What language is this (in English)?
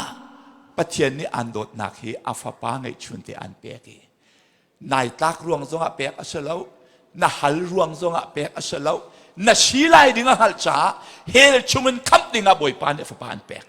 Hakha Chin